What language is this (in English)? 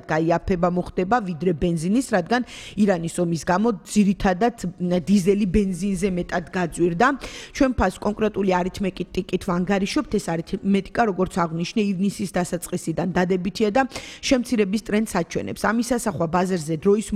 Georgian